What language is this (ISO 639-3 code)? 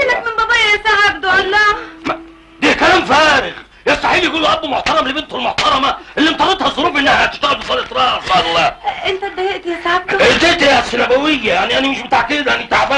arz